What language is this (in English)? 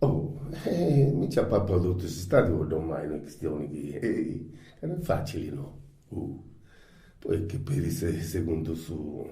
Sardinian